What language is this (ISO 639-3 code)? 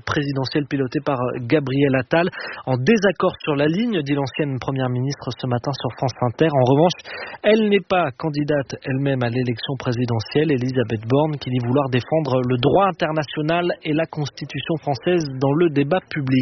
fra